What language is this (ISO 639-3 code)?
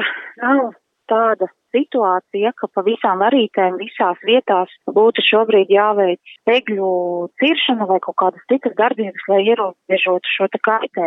lav